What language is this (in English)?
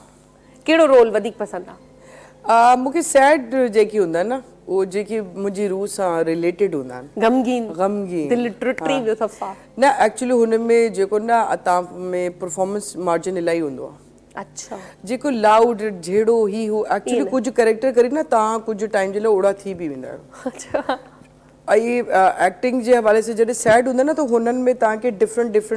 Sindhi